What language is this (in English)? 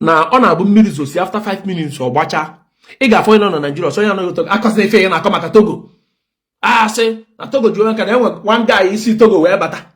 Igbo